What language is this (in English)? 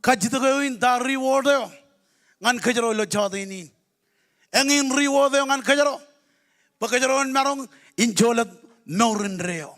Marshallese